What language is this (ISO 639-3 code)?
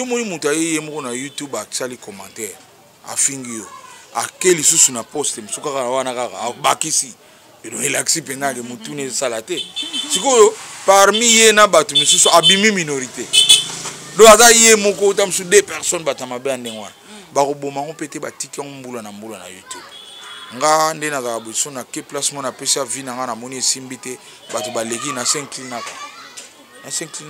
lin